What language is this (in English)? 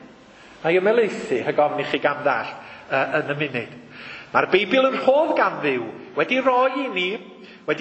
Welsh